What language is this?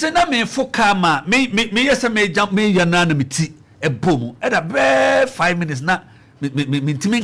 Akan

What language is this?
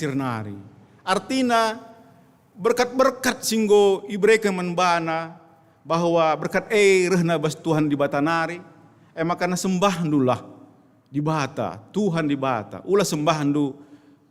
Batak Karo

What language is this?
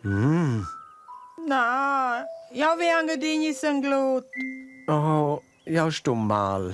Romansh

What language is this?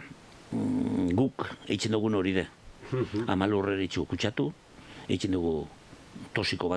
Basque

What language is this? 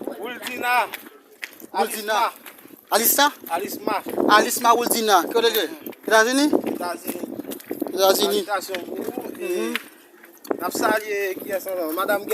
Haitian Creole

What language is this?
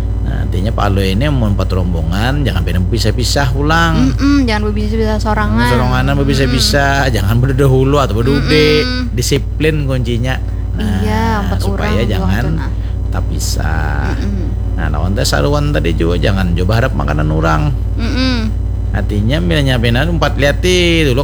Banjar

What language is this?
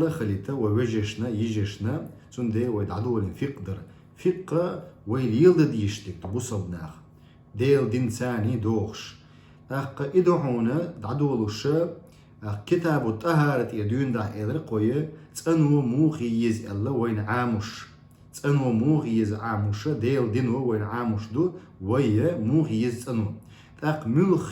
Chechen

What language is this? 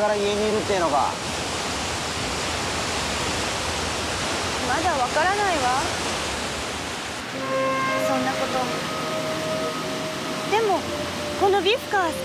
Japanese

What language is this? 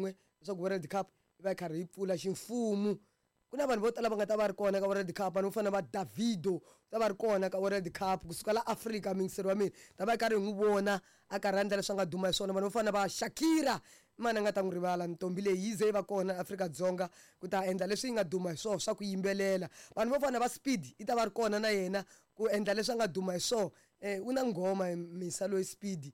Tsonga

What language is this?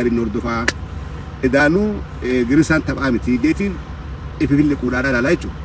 Oromo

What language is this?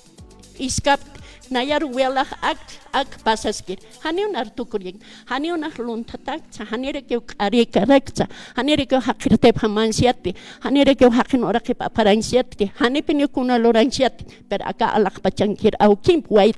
Aymara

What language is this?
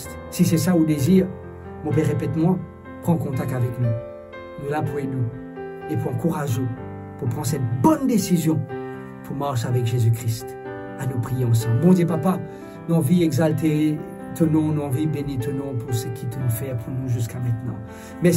Morisyen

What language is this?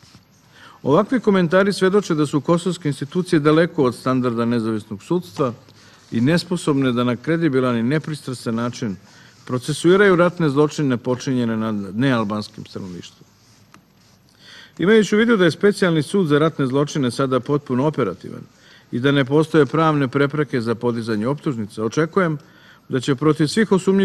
Serbian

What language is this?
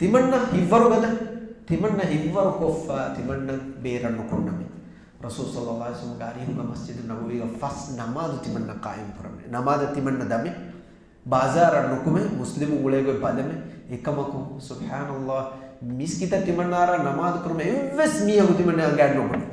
Divehi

